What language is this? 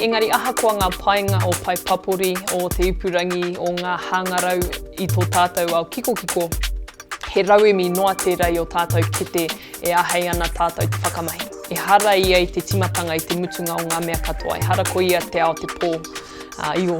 Māori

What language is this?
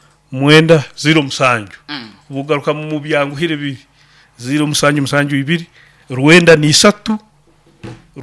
Nyoro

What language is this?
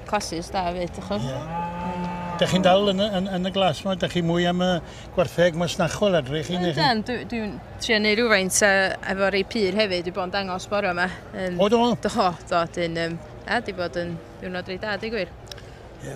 Welsh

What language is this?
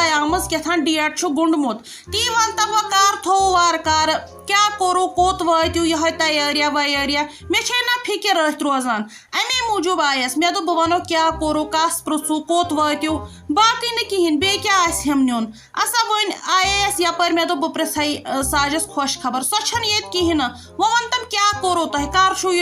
Kashmiri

